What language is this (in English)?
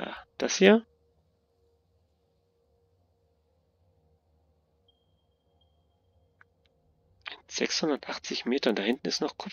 German